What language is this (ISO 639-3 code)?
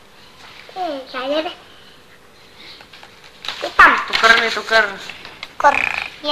ind